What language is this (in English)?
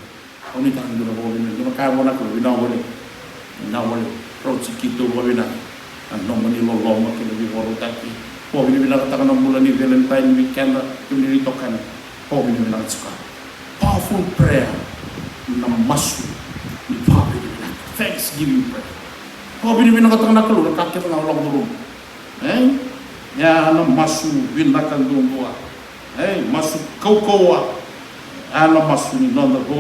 Fijian